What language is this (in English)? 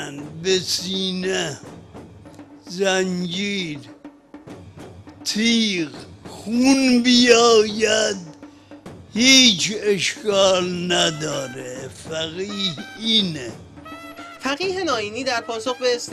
Persian